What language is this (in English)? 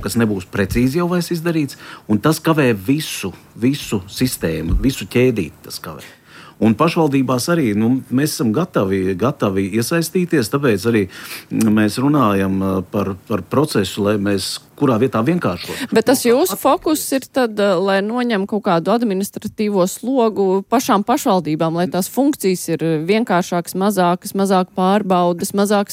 Latvian